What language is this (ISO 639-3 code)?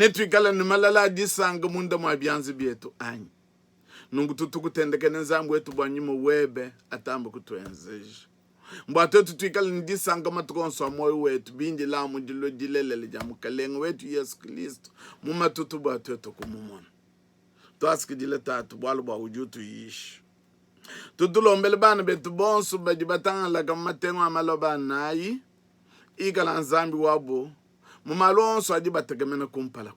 lua